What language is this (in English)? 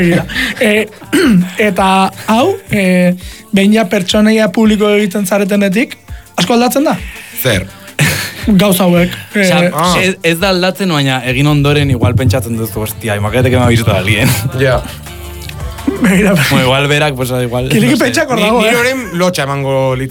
Basque